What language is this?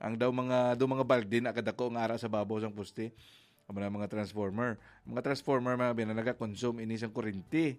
Hiligaynon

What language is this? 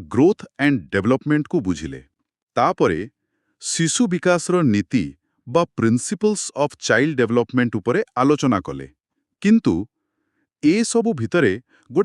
Odia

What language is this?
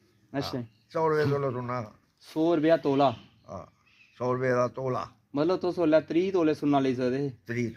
Dogri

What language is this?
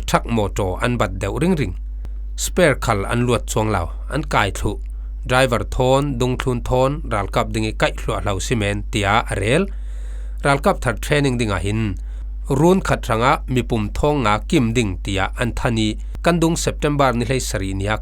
Falam Chin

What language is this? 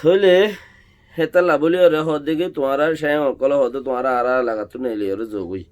Rohingya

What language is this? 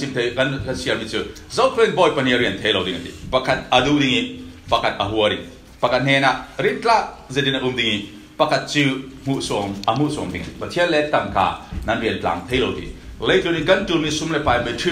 Falam Chin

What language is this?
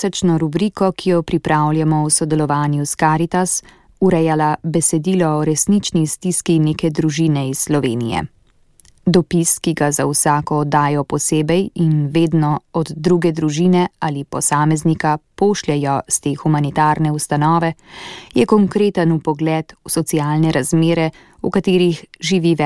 Slovenian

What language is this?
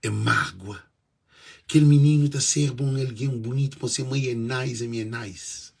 Kabuverdianu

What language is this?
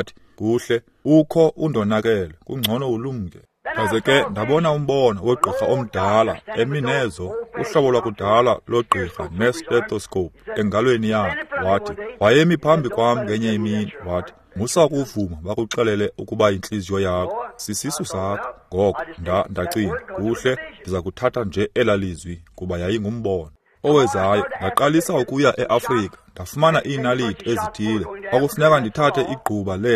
Xhosa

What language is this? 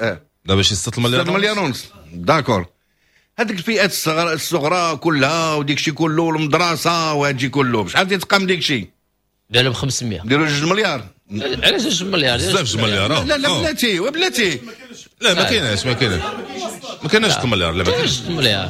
Moroccan Arabic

